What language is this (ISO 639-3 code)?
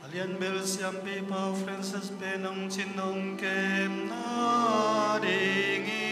ctd